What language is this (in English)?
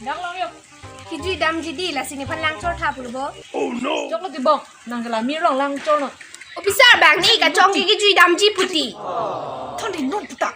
Karbi